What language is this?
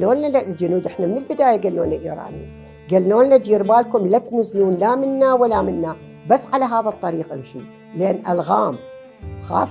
Mesopotamian Arabic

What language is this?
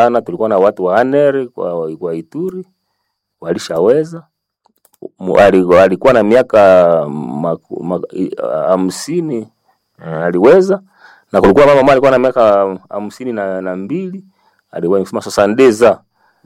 Swahili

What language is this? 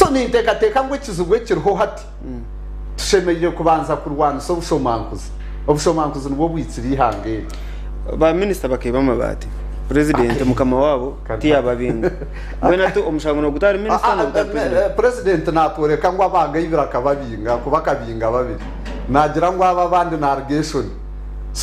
Nyankole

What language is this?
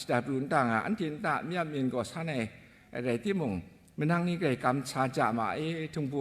Kachin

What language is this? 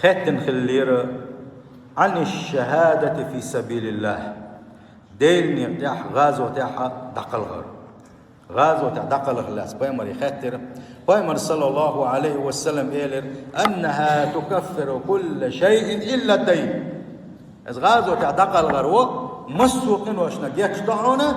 Chechen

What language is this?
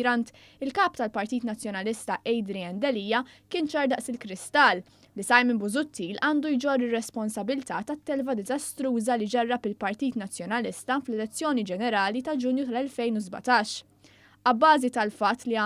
Maltese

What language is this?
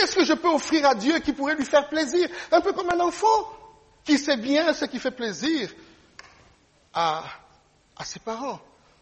French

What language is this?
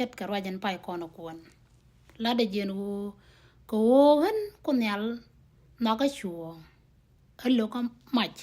Nuer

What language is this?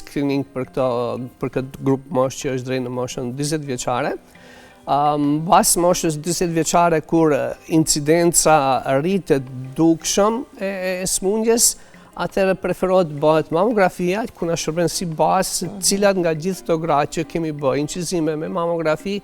Albanian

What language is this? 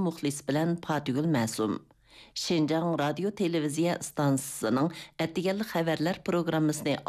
Uyghur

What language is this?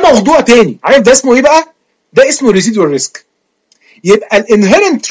Egyptian Arabic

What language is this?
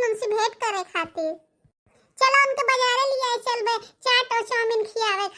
Bhojpuri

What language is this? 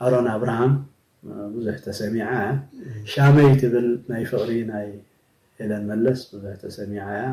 Tigrinya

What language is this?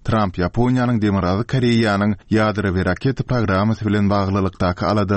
Turkmen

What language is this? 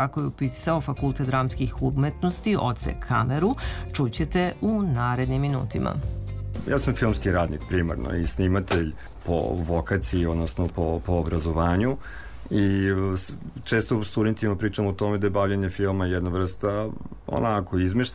Serbian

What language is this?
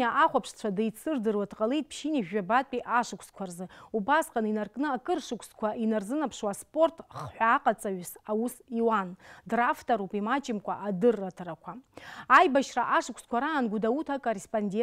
Abkhazian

